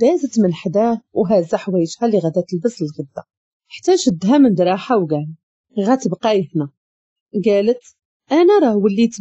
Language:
Moroccan Arabic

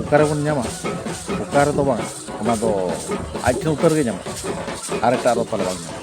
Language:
Santali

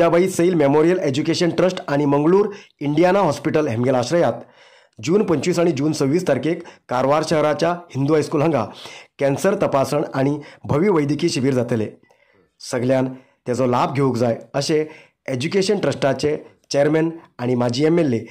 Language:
Konkani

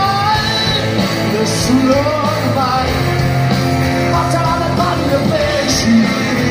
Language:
Italian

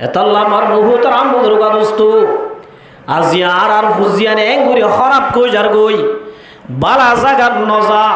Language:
Rohingya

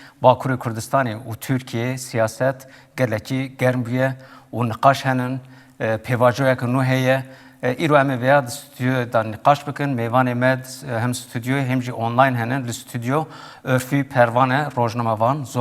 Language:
Kurdish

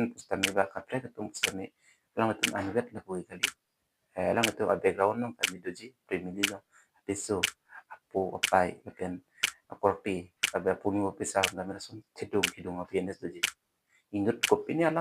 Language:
Karbi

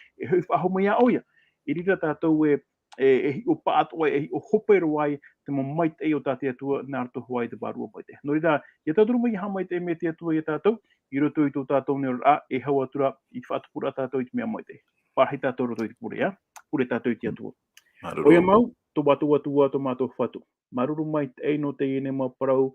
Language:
Tahitian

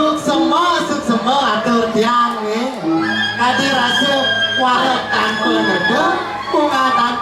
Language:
Balinese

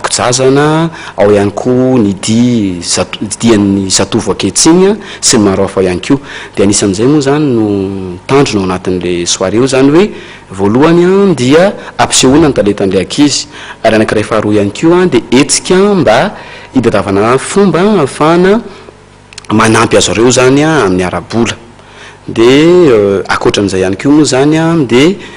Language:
Malagasy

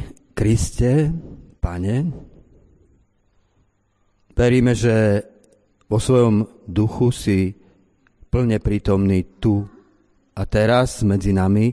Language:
Slovak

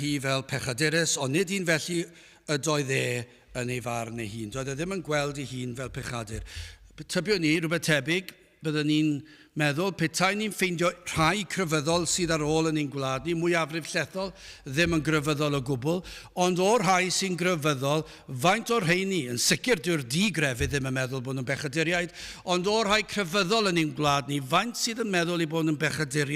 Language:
Welsh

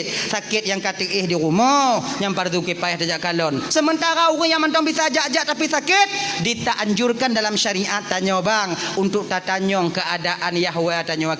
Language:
Achinese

